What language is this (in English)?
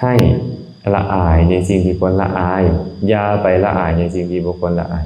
Lao